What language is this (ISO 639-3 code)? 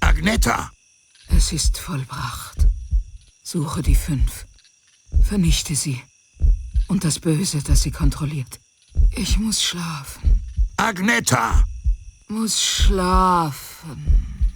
bar